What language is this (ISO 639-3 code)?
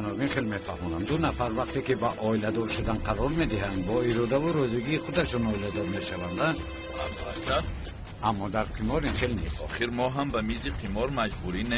tgk